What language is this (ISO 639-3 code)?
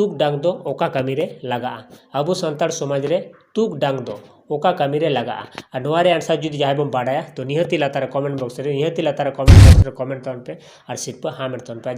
sat